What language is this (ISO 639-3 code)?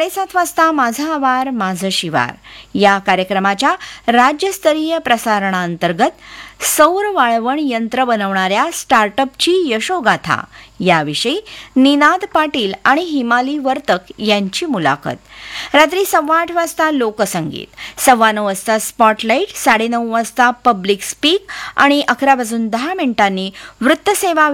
mar